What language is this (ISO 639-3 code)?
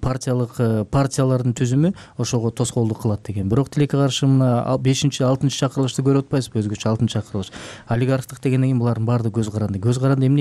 kir